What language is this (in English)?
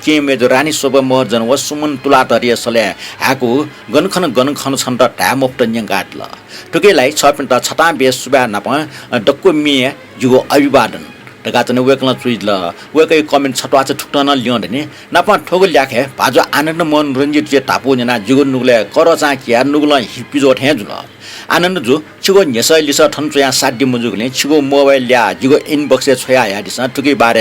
Newari